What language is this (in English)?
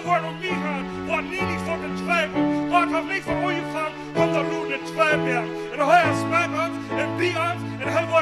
Plautdietsch